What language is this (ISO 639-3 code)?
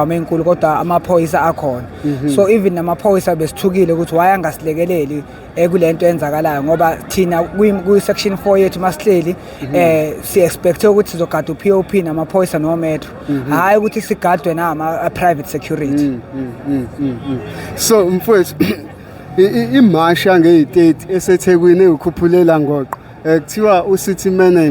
zul